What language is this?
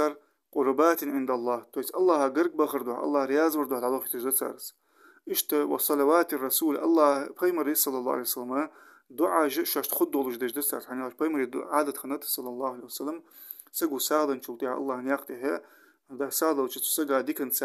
Ingush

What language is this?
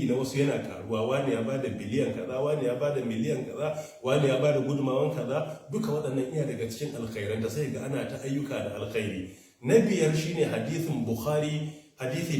Hausa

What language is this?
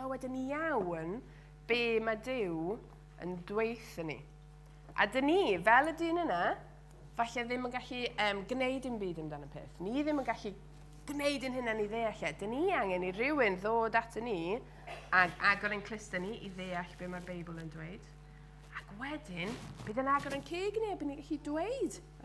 Welsh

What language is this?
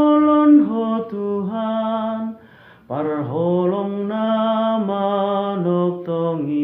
Batak Toba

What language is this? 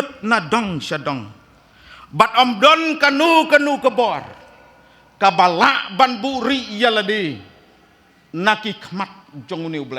Khasi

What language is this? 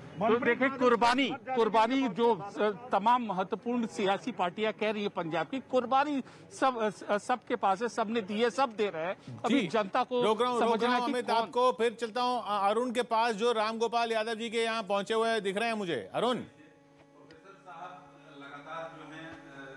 Hindi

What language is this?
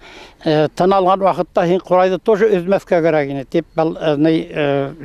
Bashkir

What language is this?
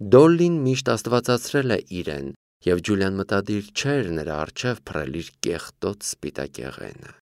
Armenian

